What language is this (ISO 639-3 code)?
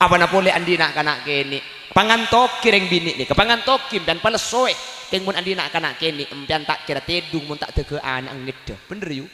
mad